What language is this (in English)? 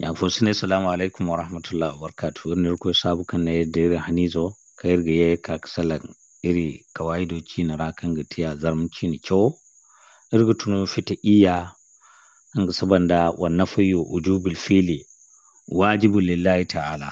Zarma